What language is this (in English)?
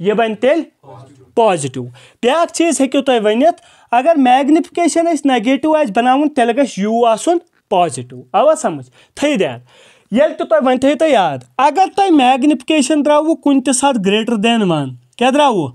Kashmiri